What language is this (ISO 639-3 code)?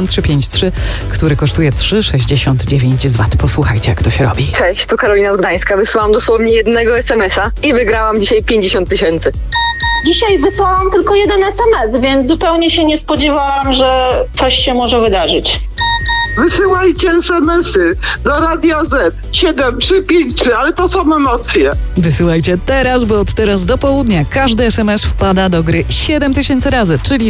pol